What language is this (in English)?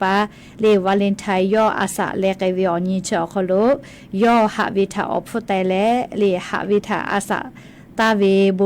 Lahu